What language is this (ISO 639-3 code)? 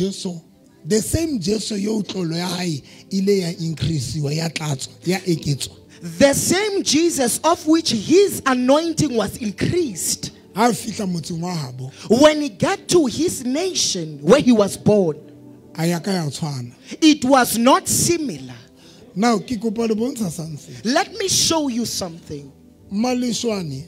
sot